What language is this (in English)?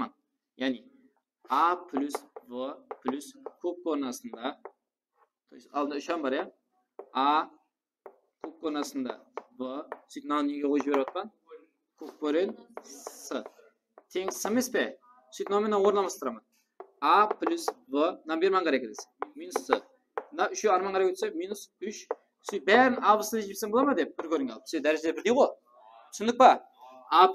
Kara-Kalpak